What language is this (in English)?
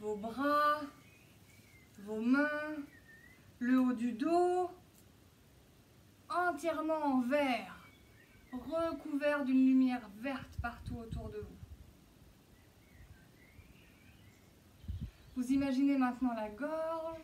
French